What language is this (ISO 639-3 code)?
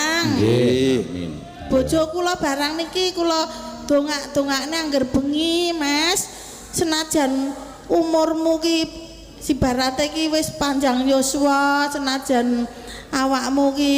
jav